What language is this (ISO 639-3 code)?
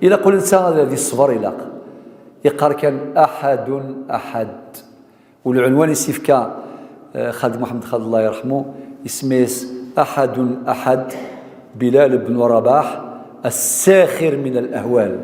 kab